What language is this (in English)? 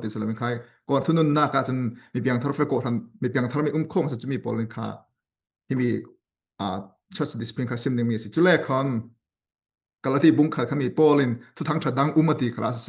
Falam Chin